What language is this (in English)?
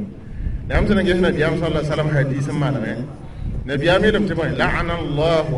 Mossi